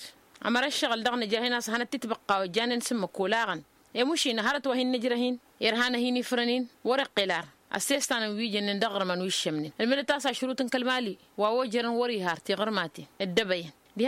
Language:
Tamasheq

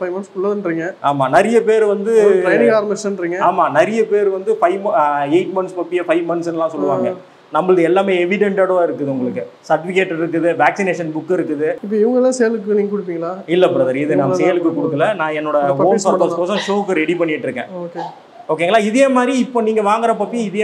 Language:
Tamil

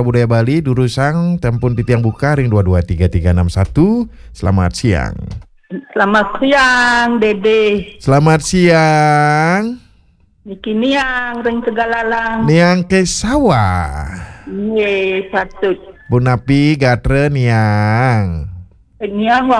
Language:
Balinese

